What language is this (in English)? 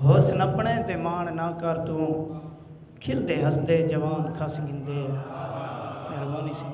Saraiki